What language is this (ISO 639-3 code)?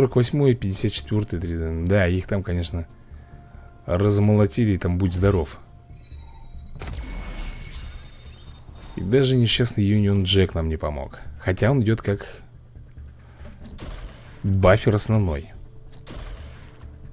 rus